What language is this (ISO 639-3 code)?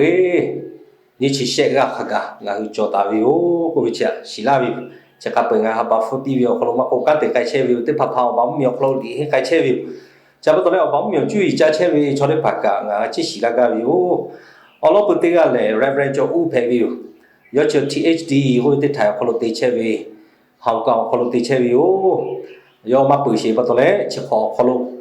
lhu